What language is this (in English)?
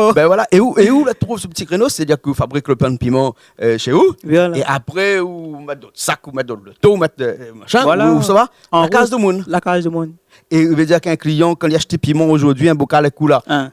Réunion Creole French